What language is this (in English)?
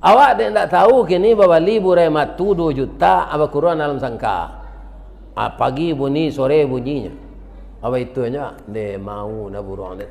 Minangkabau